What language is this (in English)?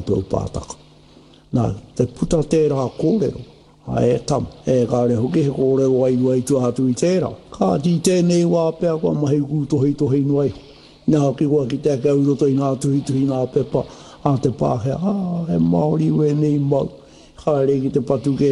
Māori